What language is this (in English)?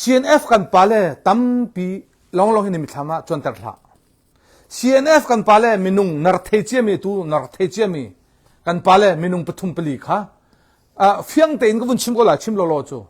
Hakha Chin